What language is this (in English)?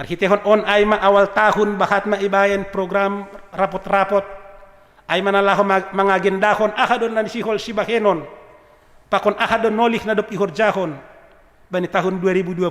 Batak Simalungun